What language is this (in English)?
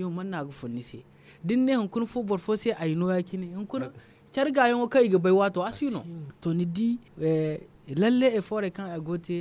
Zarma